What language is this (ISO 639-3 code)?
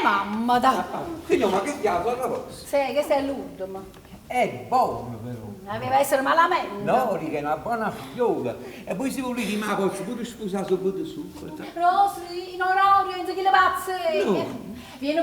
nap